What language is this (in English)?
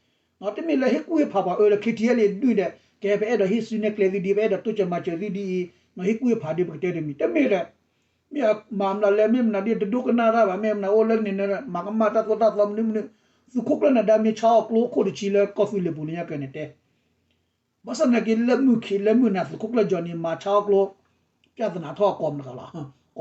S'gaw Karen